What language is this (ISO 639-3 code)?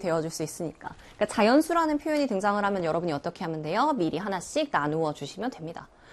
kor